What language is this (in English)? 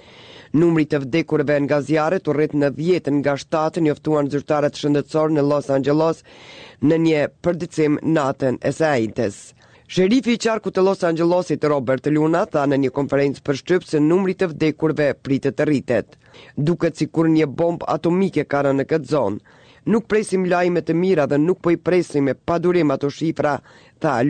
Albanian